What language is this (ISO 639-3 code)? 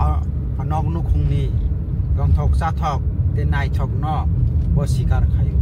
trp